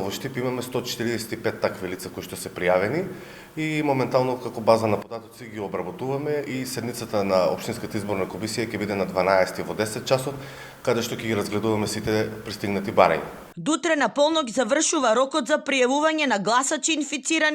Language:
Macedonian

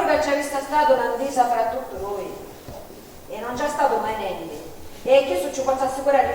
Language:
Sicilian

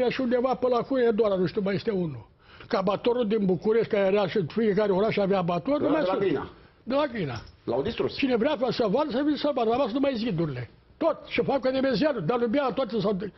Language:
Romanian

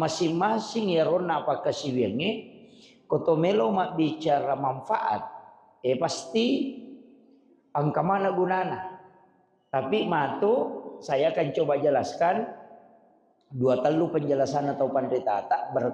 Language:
Buginese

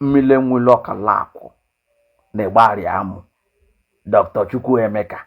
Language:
Igbo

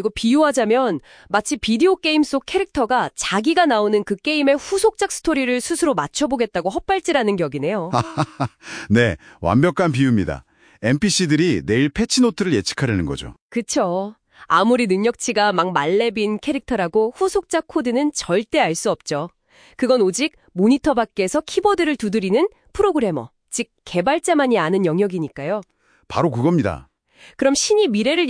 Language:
Korean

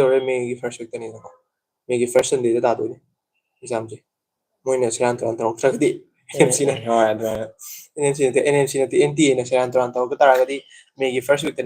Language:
Manipuri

